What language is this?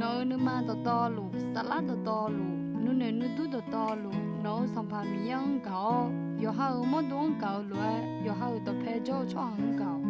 Akha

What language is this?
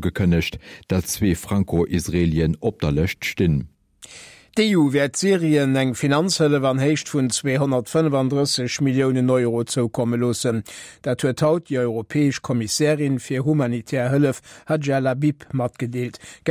Luxembourgish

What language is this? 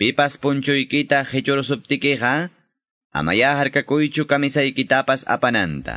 Ayacucho Quechua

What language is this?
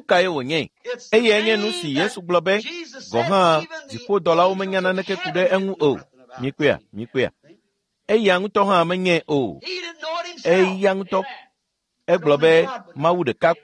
Ewe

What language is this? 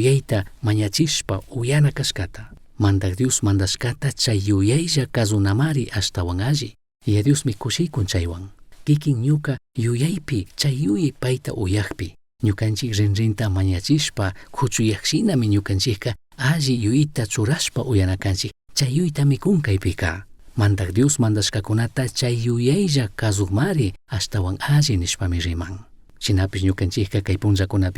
Chimborazo Highland Quichua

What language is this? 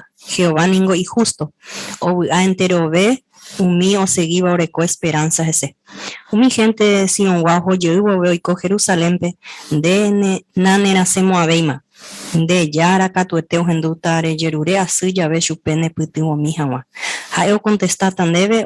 Guarani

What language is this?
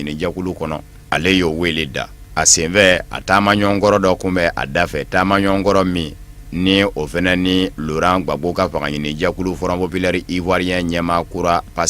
Bambara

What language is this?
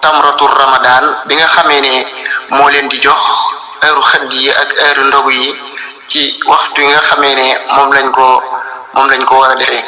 Wolof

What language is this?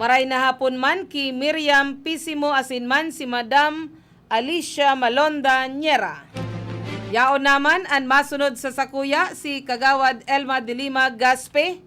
Bikol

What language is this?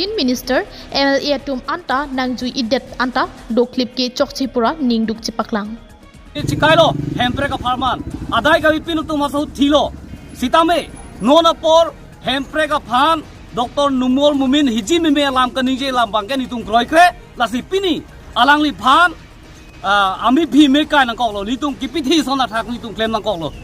Karbi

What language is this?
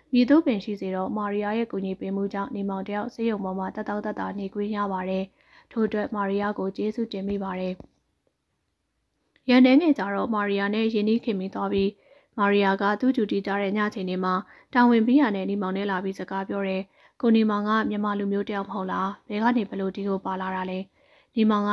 Burmese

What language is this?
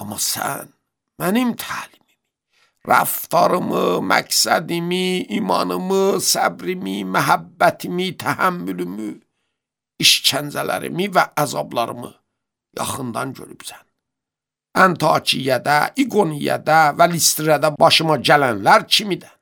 Azerbaijani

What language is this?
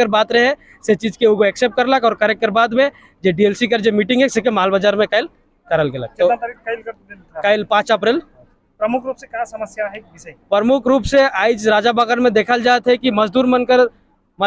Sadri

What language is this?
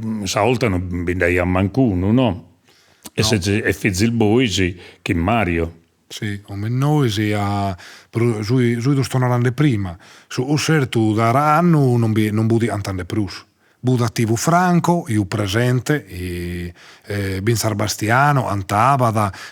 Sardinian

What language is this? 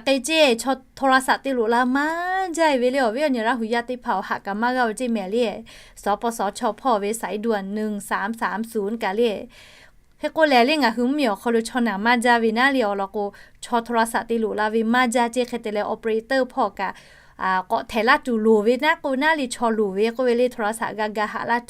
Lahu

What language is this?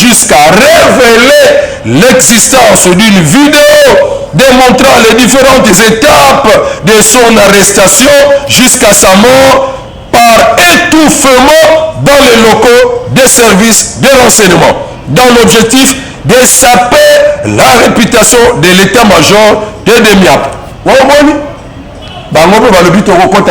Lingala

